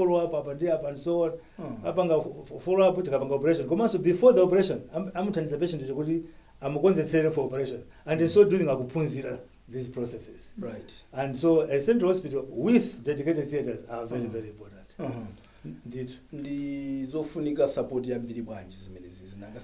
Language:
Nyanja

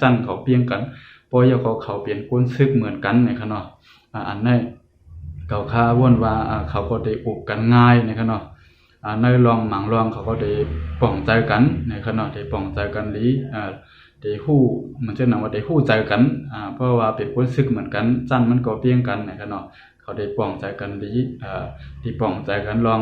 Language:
Shan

